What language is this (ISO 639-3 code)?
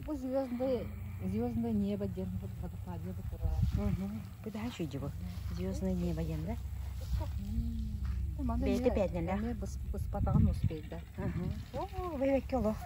sah